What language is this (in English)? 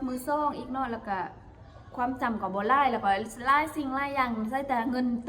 Lao